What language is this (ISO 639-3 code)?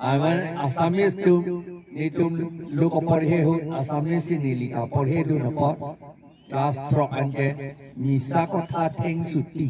mjw